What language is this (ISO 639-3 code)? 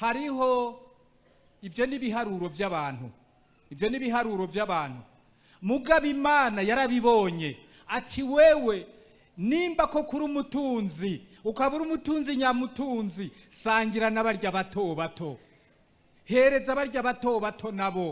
run